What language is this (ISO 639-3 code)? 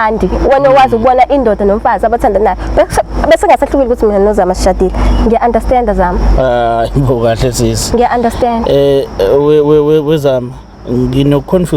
zul